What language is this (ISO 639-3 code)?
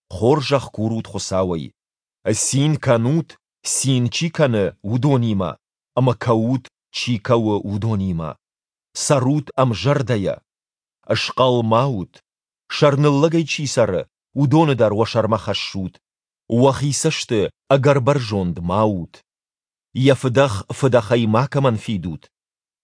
oss